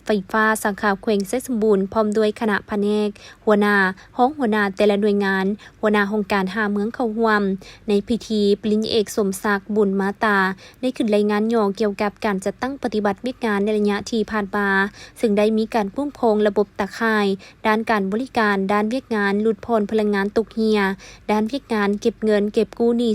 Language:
Lao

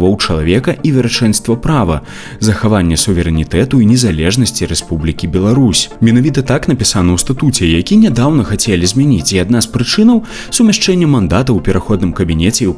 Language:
Belarusian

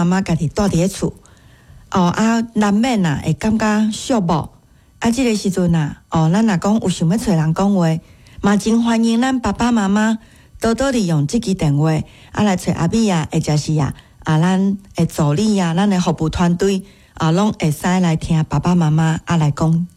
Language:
Min Nan Chinese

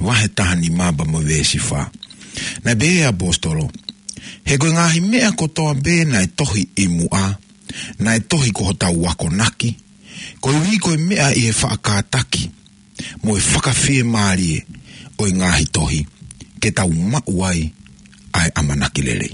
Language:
Tongan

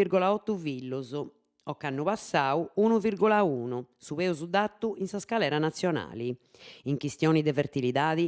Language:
Sardinian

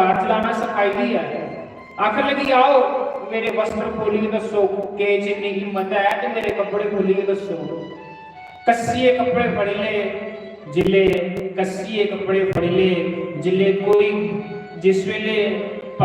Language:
Dogri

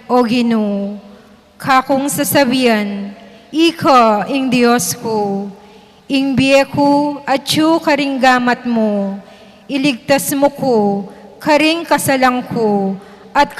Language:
Pampanga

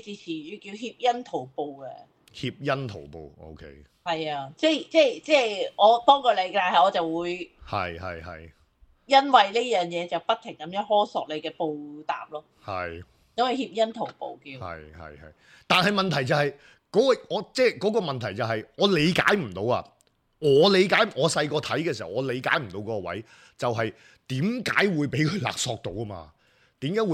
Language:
Cantonese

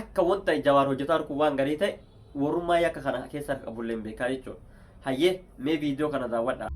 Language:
Oromo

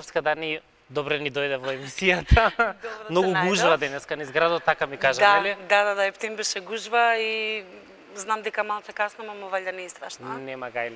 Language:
Macedonian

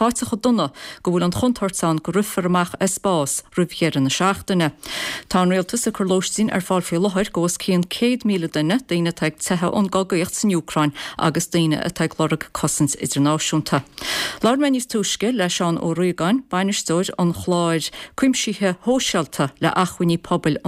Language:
Irish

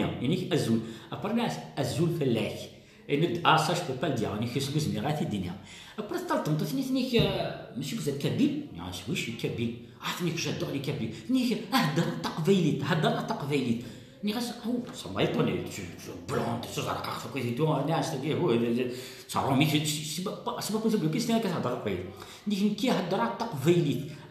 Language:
Kabyle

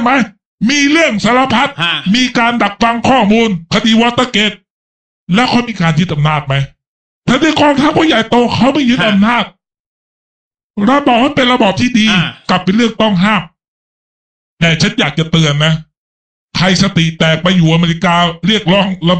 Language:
Thai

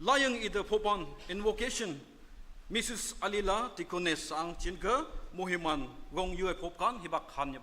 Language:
Naga Pidgin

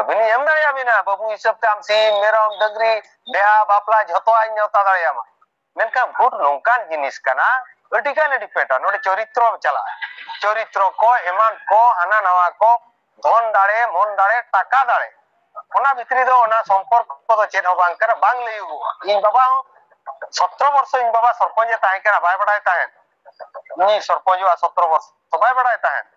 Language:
Santali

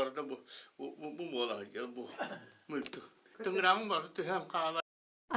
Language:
Yakut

